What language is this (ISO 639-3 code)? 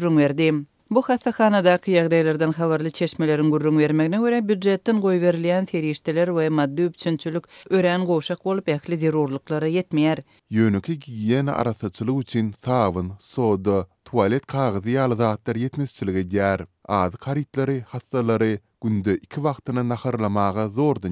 tuk